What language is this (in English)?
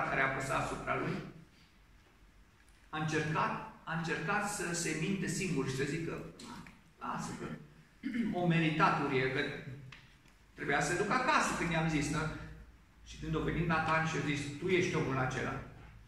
Romanian